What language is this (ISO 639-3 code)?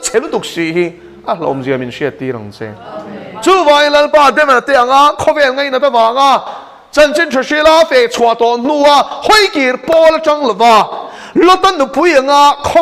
lus